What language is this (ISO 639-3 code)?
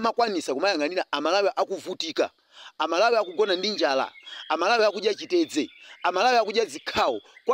nya